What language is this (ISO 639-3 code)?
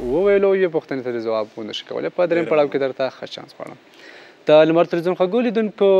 pus